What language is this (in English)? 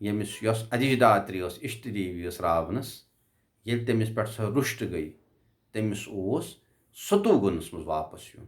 Kashmiri